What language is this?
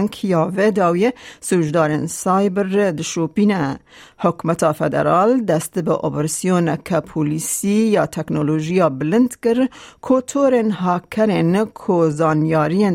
Kurdish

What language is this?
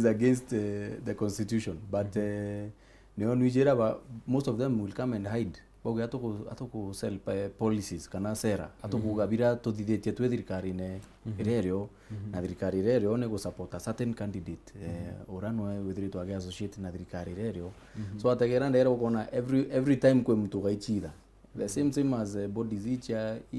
Meru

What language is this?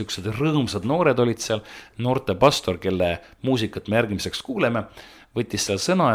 Estonian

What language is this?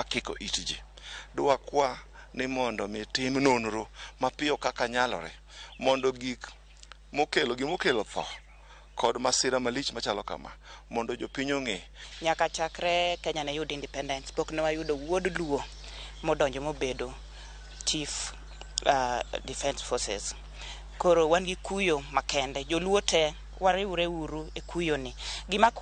Luo (Kenya and Tanzania)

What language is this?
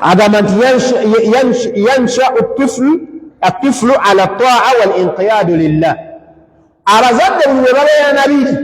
Ganda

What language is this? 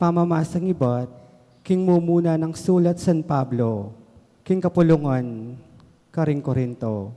Pampanga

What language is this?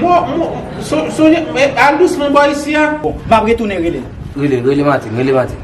Haitian Creole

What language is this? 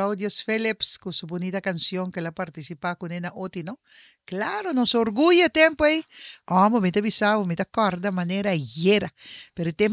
Papiamento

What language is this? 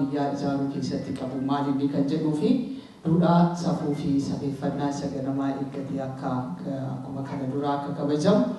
Oromo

